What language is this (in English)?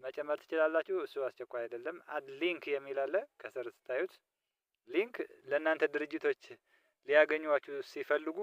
Amharic